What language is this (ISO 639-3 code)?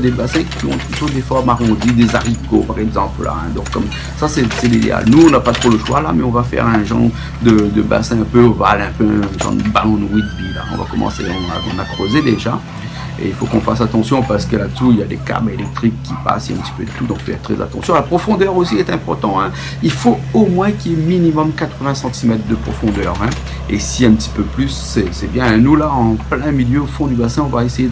rcf